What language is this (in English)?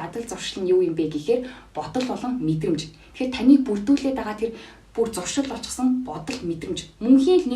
Mongolian